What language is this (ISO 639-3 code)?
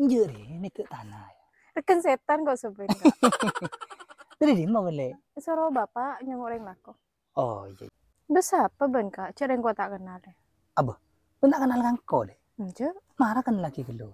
mad